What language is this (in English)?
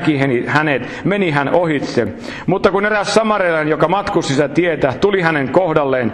Finnish